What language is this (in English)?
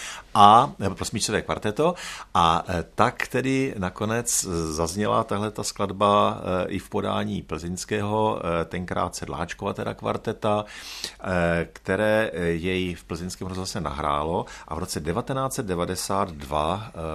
Czech